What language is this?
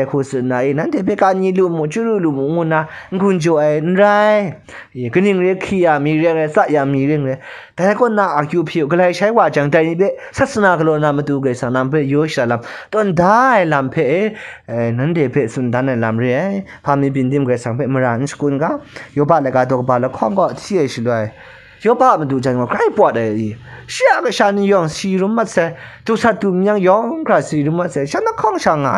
Kachin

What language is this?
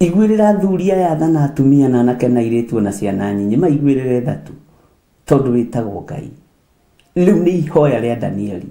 Kikuyu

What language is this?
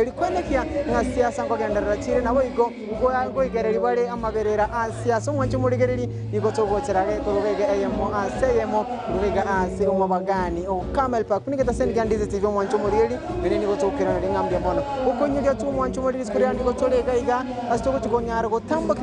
Gusii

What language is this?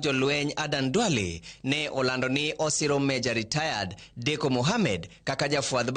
Luo (Kenya and Tanzania)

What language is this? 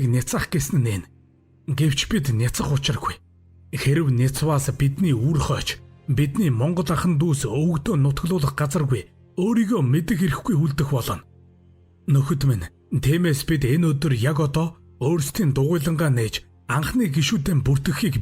Mongolian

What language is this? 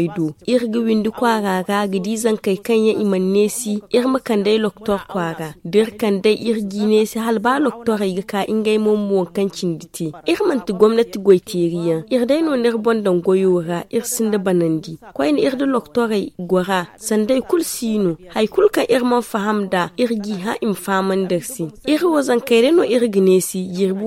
Zarma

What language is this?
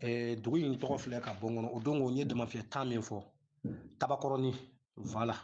Bambara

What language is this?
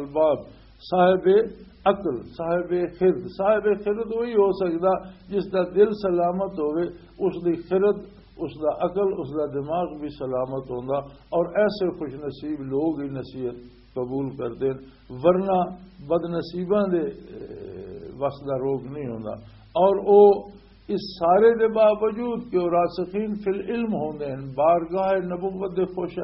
Western Panjabi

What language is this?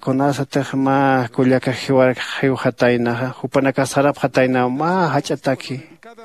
Aymara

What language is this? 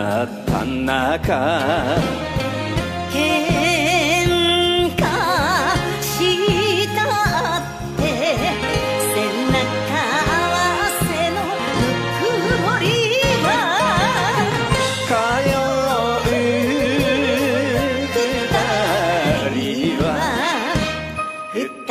Japanese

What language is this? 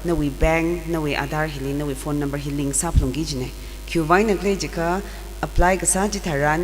Tangkhul Naga (India)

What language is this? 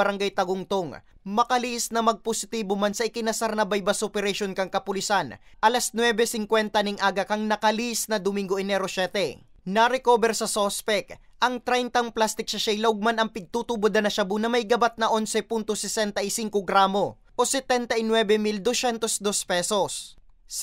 Bikol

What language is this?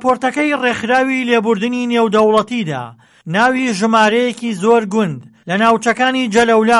Central Kurdish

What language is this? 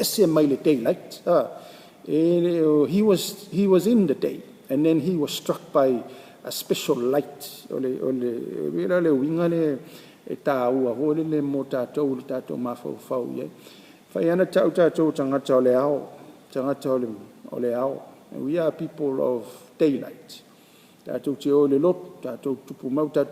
Samoan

